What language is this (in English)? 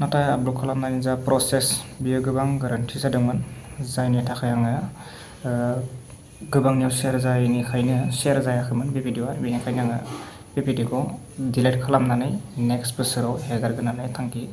Bodo